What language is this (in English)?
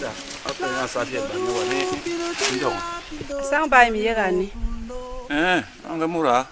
Basaa